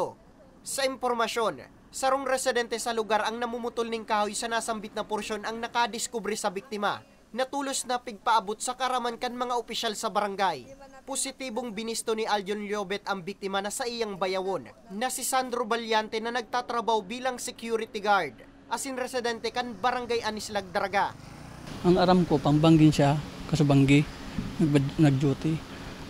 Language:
Bikol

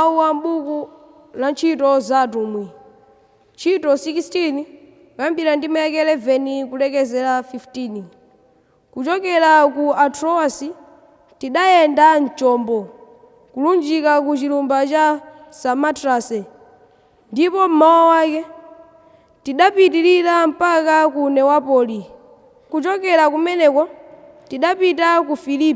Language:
Nyanja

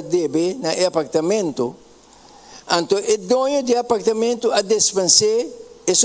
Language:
Papiamento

